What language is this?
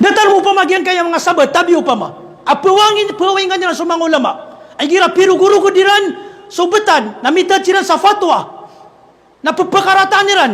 Maranao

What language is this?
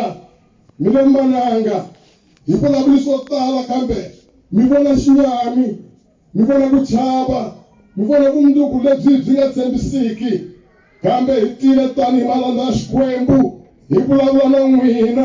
Tsonga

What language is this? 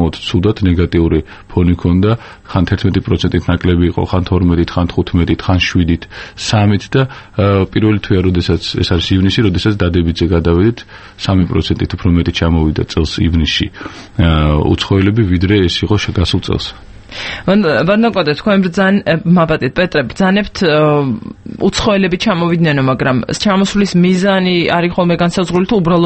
Georgian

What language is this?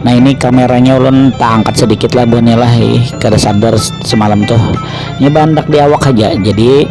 Banjar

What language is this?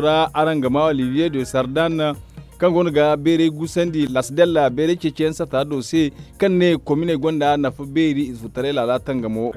Zarma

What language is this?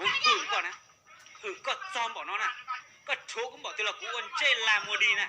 Hmong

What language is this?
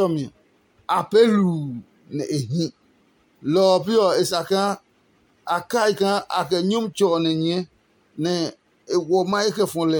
Adangme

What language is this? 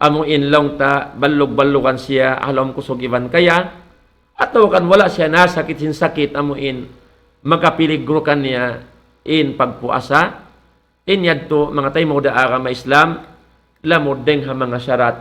Tausug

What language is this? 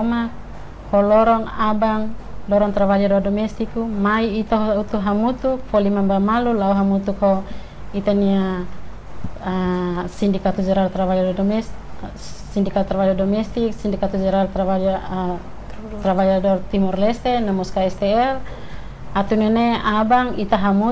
Tetum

